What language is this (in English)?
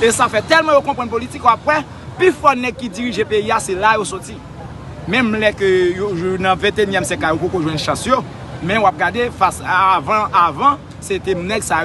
Haitian Creole